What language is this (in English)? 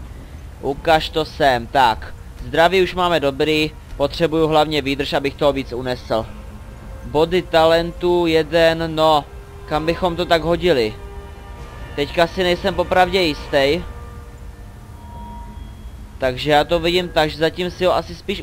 Czech